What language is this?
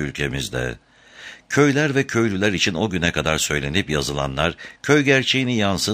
Turkish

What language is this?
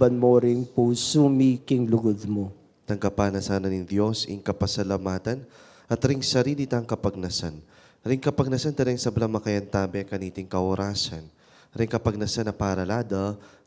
Pampanga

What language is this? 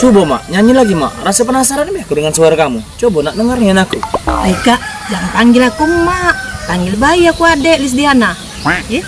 Musi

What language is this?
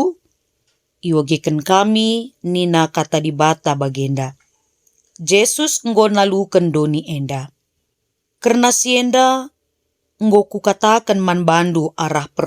Batak Karo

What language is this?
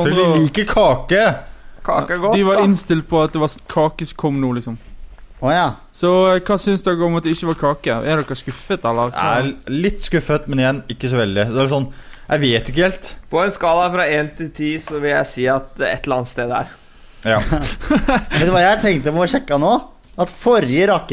Norwegian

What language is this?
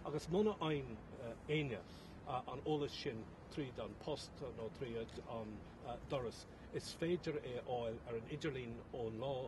Irish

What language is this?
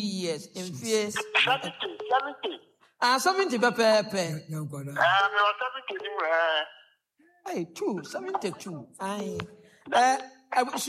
Akan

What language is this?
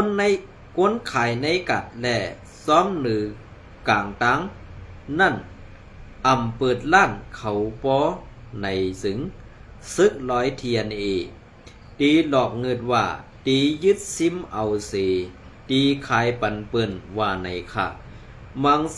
Shan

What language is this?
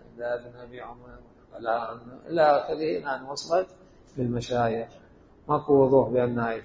Mesopotamian Arabic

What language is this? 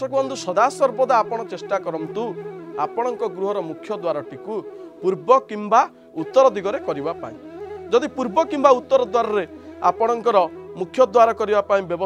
Odia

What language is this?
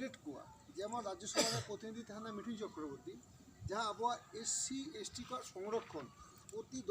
Santali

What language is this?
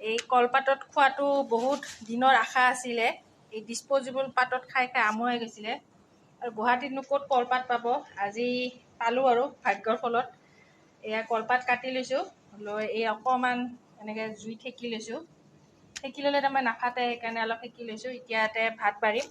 Assamese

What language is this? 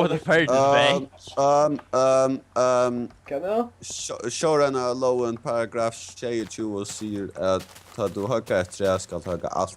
Faroese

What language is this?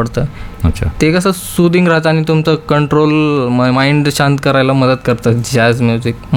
Marathi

